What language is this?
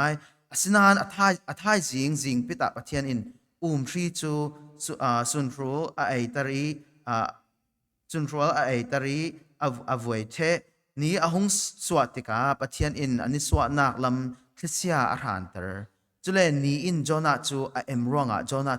Falam Chin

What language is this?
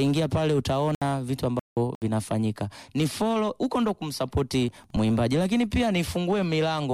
Swahili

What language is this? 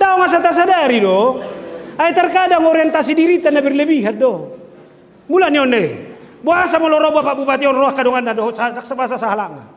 Batak Toba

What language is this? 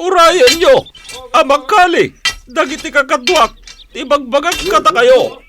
Iloko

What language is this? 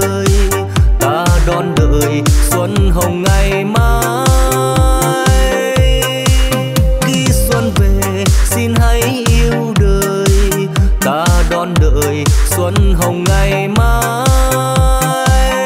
Vietnamese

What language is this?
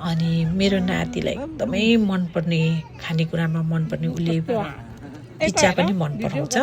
Nepali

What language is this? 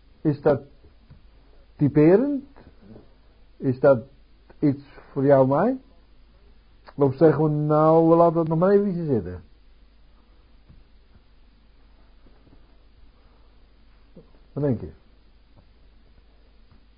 Dutch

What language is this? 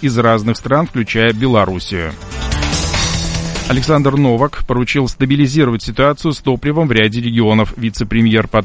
Russian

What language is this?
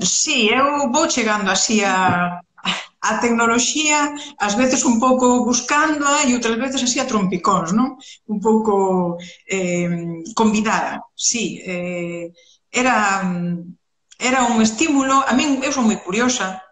Galician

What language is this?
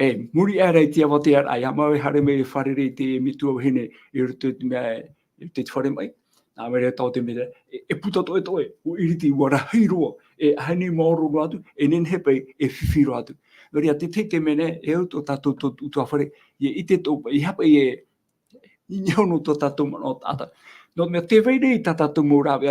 Tahitian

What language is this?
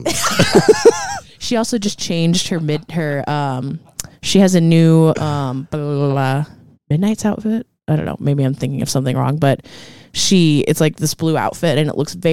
English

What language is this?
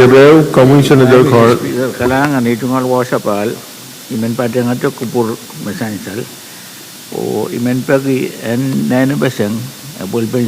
Pohnpeian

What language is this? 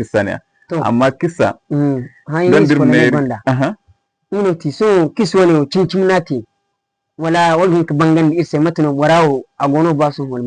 Zarma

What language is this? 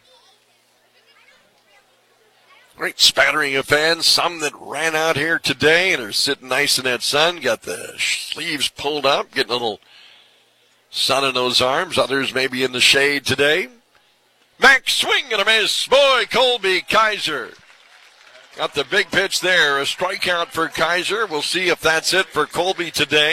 English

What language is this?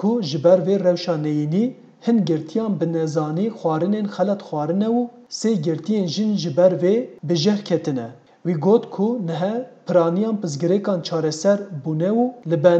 Kurdish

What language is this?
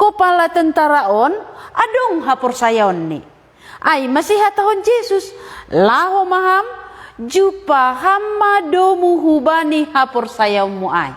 Batak Simalungun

